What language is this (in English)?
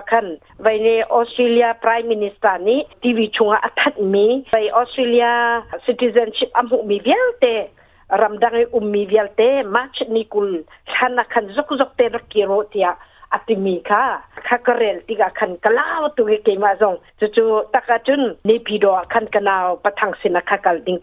Hakha Chin